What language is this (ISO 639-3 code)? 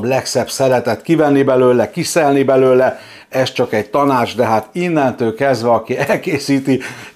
hun